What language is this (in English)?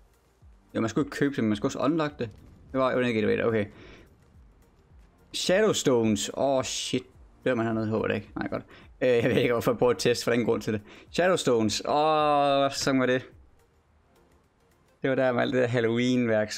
Danish